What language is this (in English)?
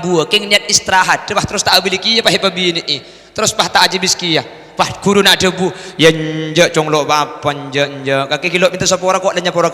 Madurese